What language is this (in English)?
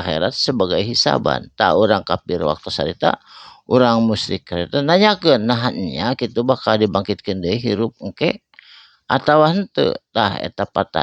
Sundanese